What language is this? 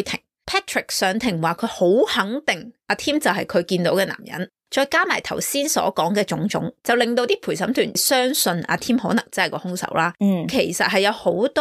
Cantonese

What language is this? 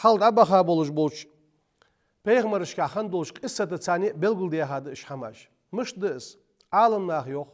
Ingush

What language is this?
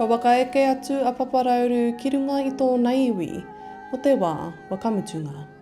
Māori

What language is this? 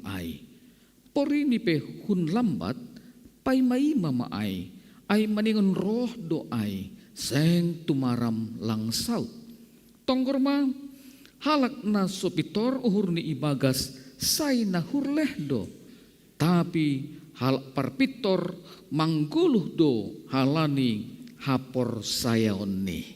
Batak Simalungun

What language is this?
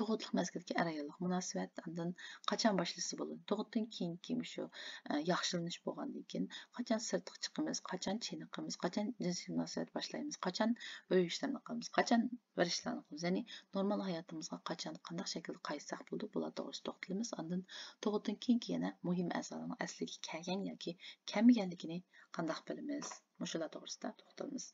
Uyghur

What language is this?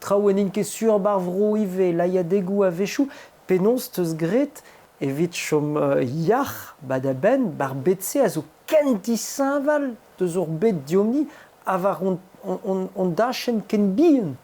Breton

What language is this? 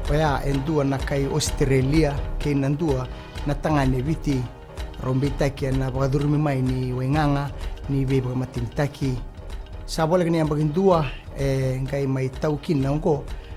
Fijian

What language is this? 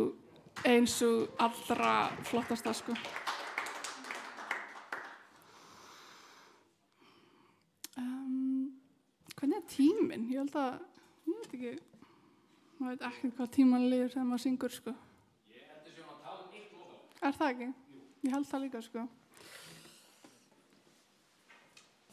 Icelandic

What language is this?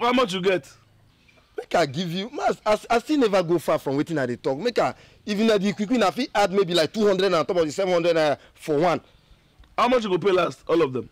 Nigerian Pidgin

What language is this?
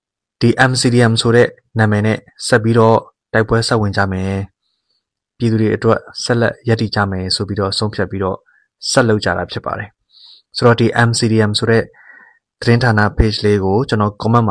Burmese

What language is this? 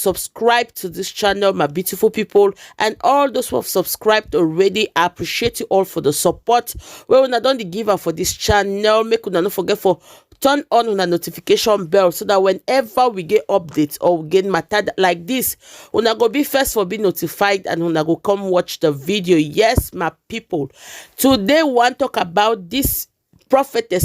Nigerian Pidgin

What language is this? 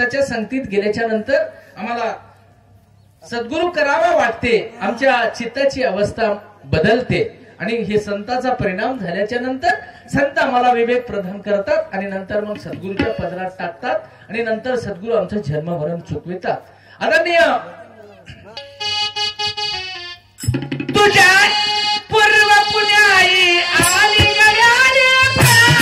Marathi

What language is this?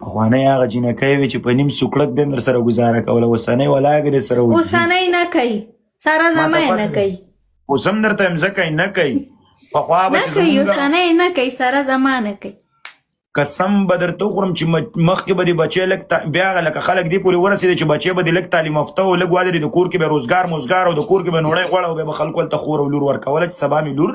Pashto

